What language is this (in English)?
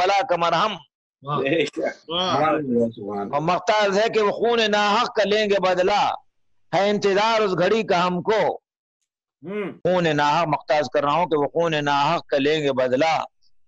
Urdu